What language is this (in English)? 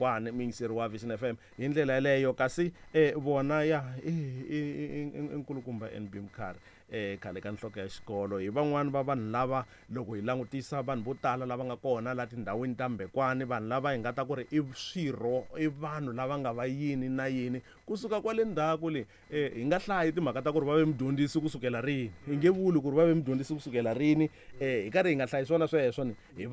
Tsonga